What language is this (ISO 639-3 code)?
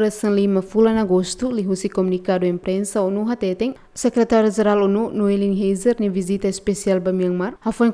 tet